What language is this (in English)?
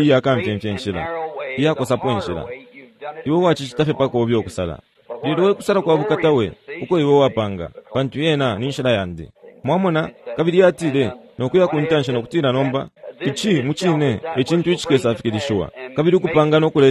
Bemba